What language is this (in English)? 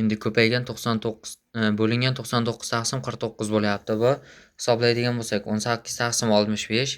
Uzbek